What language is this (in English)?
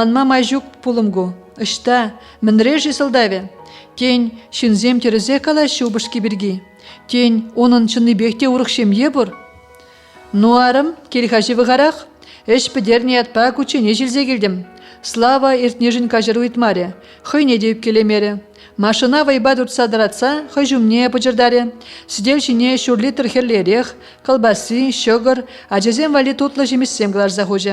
Chuvash